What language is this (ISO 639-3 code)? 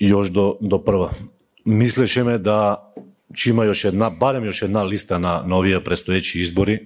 mkd